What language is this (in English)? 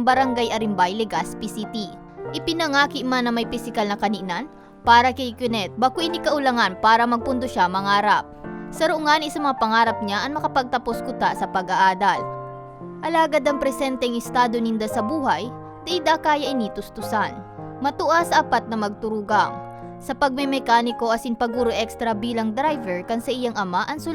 Bikol